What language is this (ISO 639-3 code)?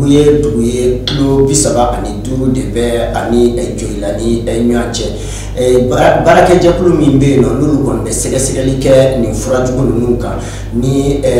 bam